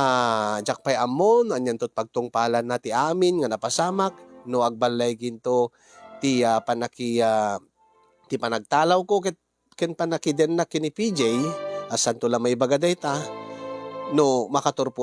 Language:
Iloko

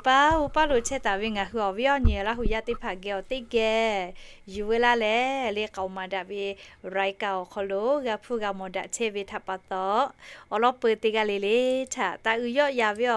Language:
Lahu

